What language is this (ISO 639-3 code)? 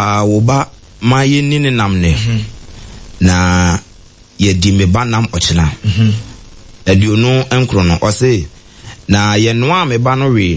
aka